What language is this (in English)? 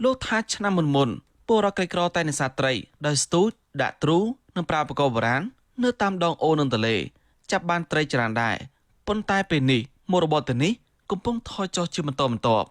Khmer